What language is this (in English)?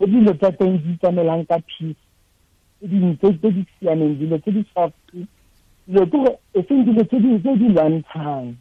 Tswana